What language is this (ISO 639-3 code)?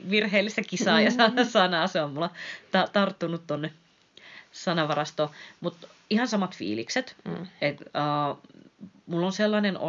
fin